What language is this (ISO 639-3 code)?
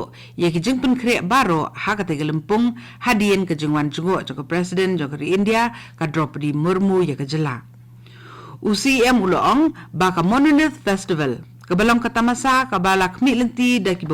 kha